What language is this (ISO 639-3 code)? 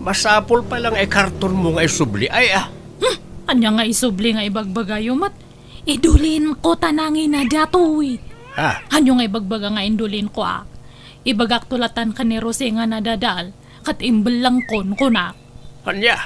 ilo